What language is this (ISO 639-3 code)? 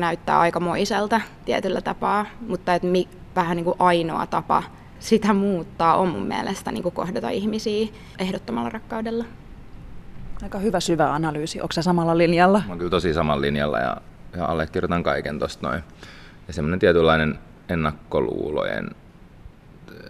fin